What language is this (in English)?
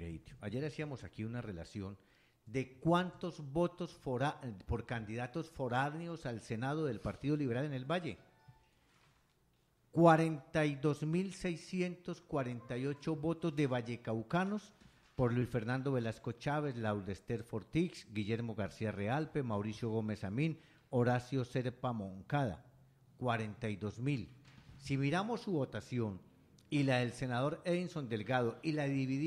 Spanish